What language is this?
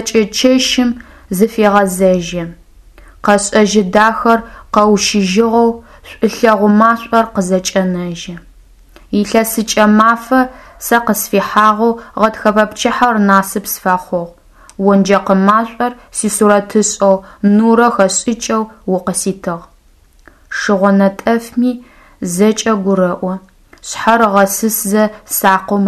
Adyghe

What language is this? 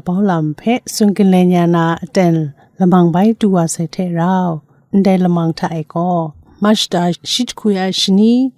Kachin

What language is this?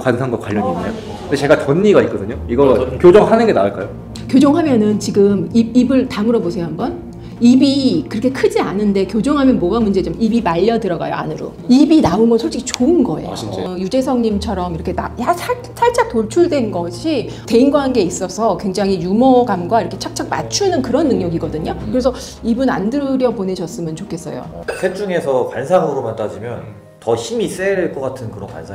Korean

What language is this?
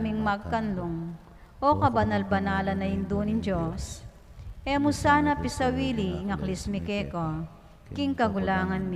Pampanga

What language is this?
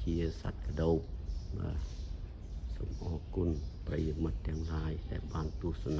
Khmer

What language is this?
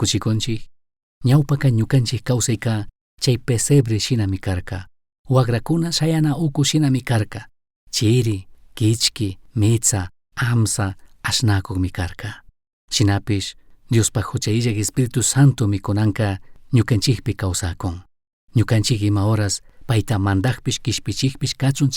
Chimborazo Highland Quichua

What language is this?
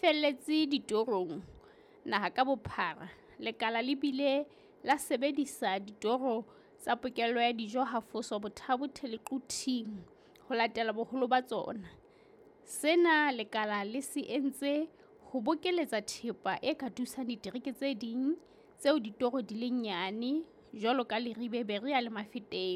Southern Sotho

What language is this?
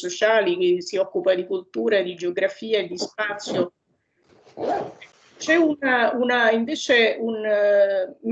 Italian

